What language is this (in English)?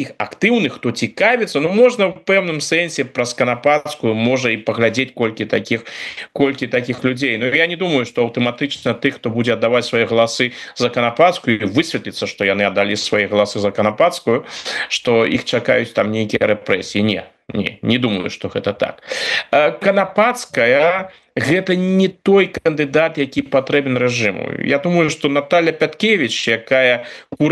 Belarusian